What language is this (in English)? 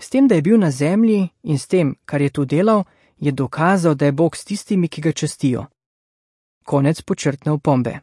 Slovenian